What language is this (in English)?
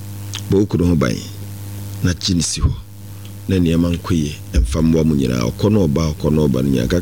Akan